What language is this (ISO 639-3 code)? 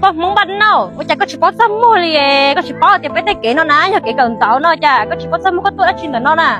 hmn